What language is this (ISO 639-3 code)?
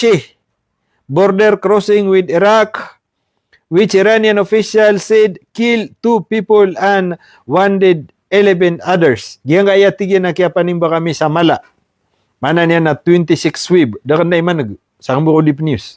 mrw